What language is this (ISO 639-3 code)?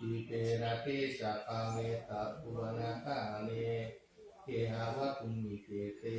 pli